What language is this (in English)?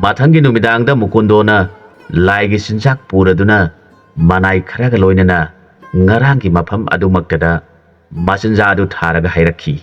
Manipuri